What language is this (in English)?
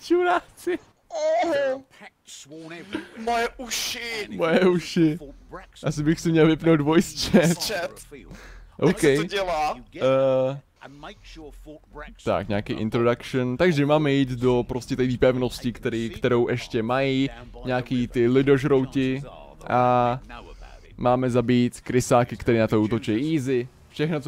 Czech